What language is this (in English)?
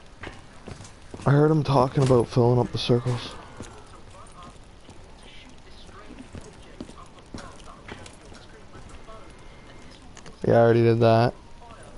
English